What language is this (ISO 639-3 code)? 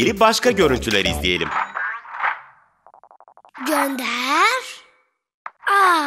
tur